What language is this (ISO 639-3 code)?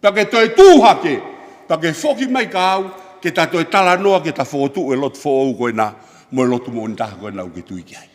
ton